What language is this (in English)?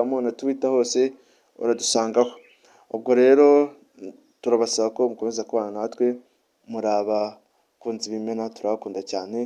Kinyarwanda